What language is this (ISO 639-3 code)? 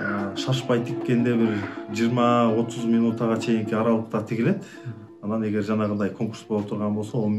kir